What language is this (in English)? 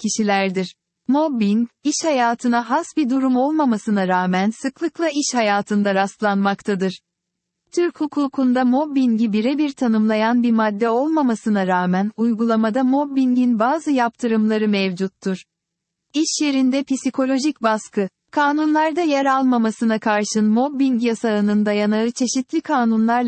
Turkish